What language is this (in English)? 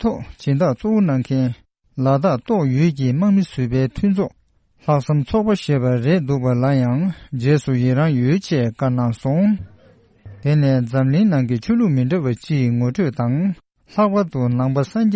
Tibetan